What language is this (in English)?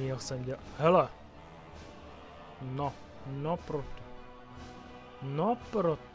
Czech